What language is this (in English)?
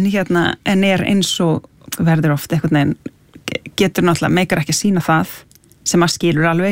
Icelandic